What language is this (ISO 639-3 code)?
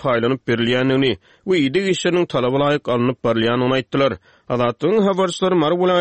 tuk